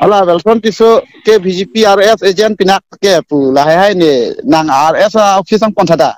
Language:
Karbi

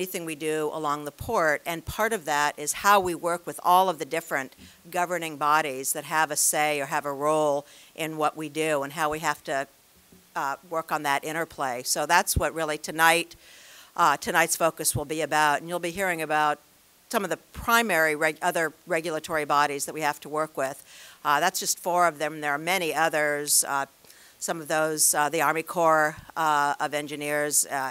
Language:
English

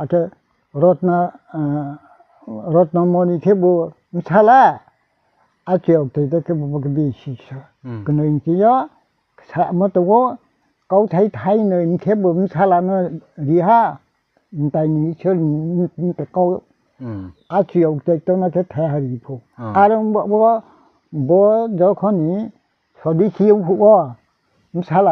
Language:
Riang (India)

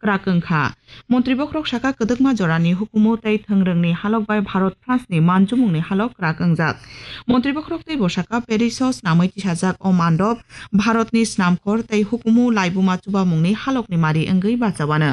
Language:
Kok Borok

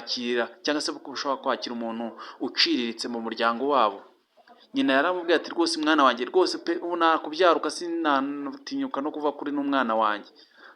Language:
Kinyarwanda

